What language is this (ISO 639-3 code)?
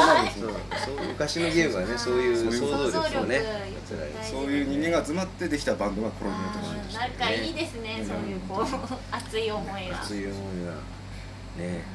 jpn